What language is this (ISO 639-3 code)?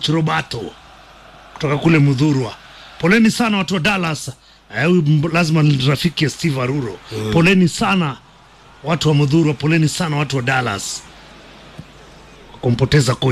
swa